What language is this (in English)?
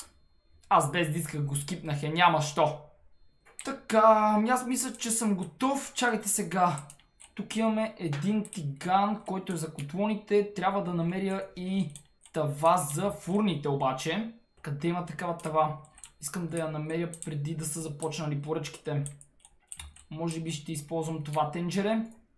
Bulgarian